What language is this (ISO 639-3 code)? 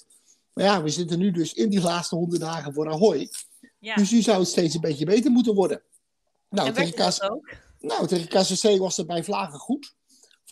nld